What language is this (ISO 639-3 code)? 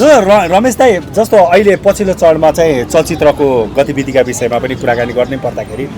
nep